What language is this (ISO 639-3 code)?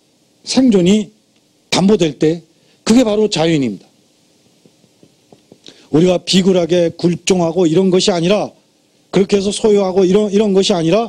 kor